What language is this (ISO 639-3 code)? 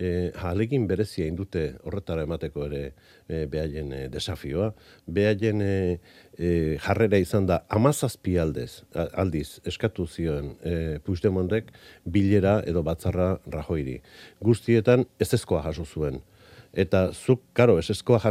eus